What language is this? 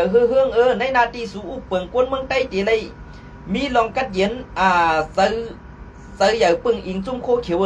Shan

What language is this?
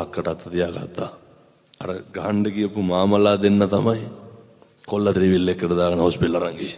Sinhala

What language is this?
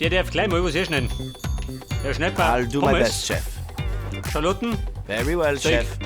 Bavarian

